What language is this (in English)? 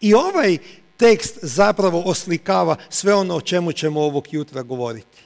Croatian